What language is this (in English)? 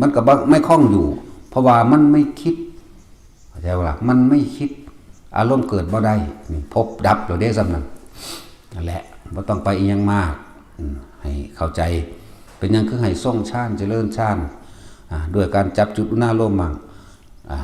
Northeastern Thai